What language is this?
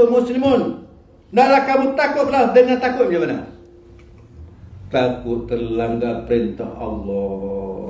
Malay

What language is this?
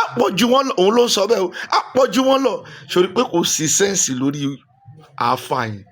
Yoruba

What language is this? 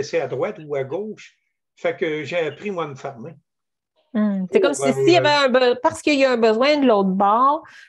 French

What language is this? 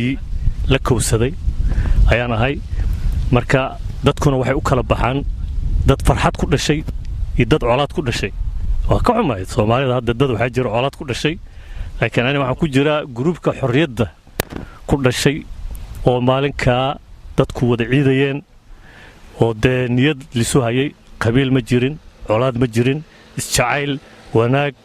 Somali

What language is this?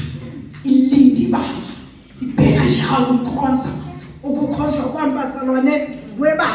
Zulu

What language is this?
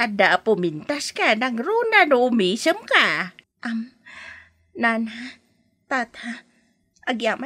Iloko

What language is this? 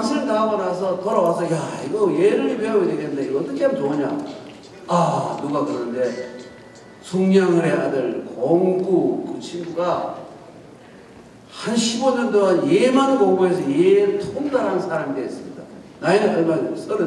Korean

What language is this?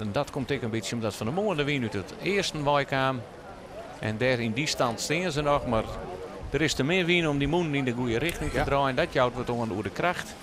Western Frisian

